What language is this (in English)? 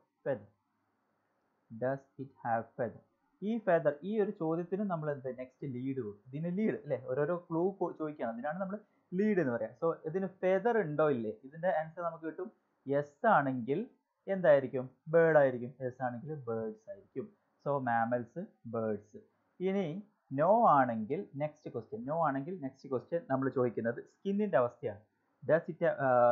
Malayalam